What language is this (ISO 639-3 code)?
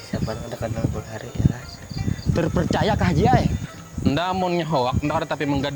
bjn